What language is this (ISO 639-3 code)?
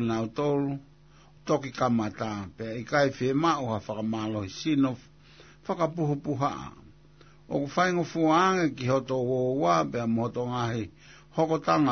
ton